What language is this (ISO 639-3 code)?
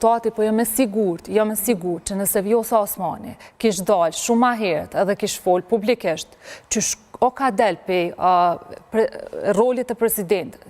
sqi